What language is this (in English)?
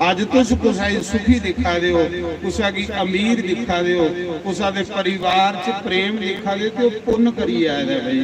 Dogri